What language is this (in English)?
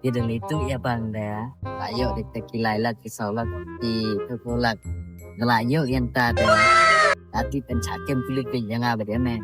Khasi